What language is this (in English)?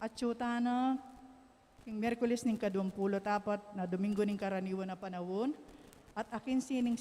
Pampanga